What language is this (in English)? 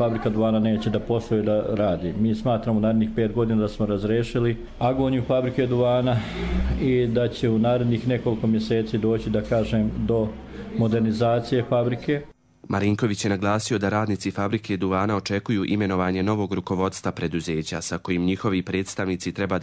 Croatian